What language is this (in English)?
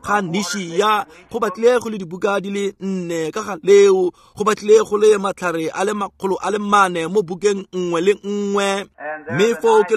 Tswana